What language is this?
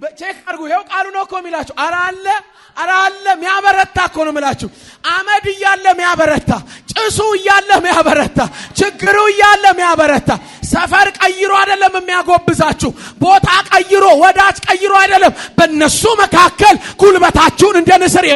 Amharic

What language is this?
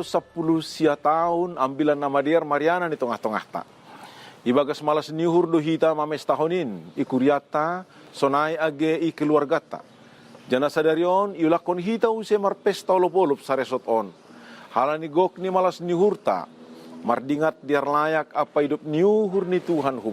Batak Simalungun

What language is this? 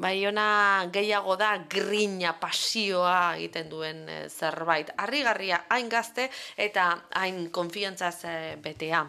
Basque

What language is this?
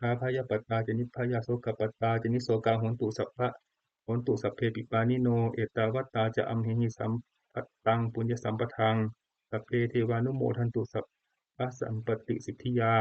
Pali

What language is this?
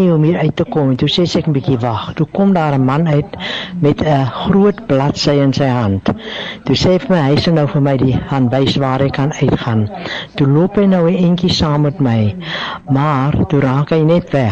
Afrikaans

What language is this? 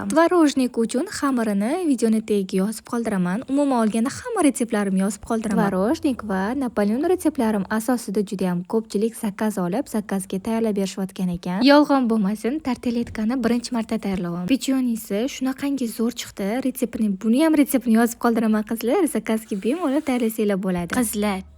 Uzbek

